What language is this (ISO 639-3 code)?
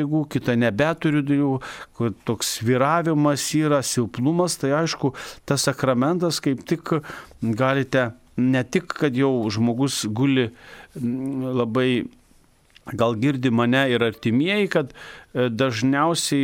lit